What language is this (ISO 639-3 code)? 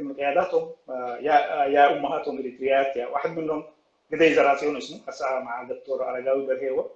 apd